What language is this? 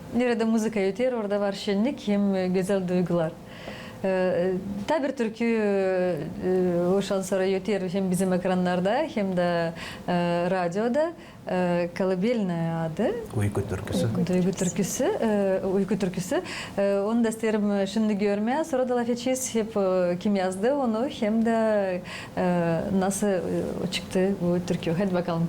Gagauz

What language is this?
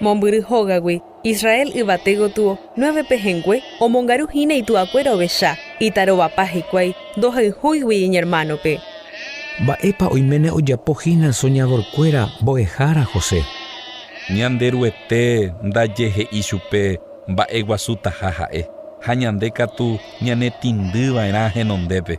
Guarani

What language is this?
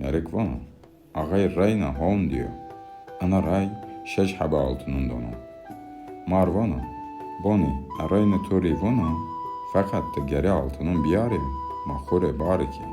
Zaza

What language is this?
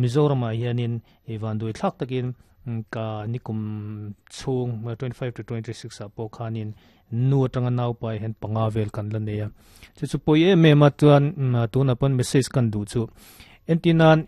Mizo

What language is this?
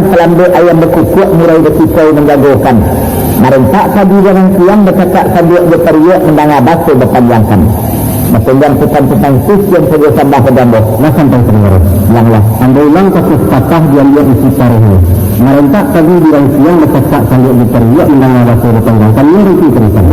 Minangkabau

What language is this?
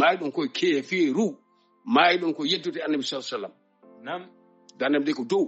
Fula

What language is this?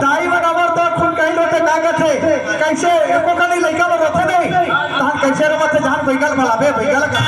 Chhattisgarhi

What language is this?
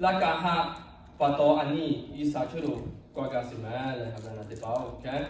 Lahu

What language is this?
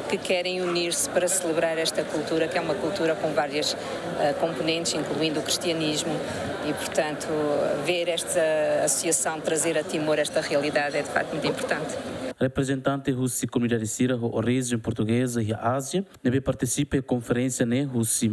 Tetum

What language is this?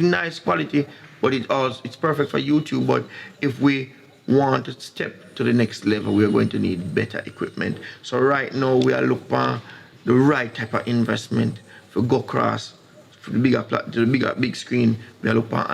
Jamaican Creole English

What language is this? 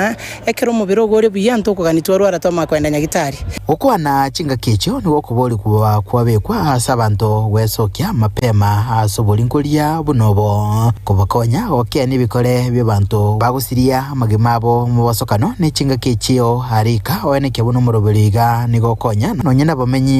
Gusii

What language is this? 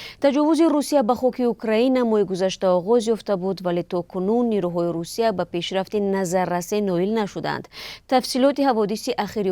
Tajik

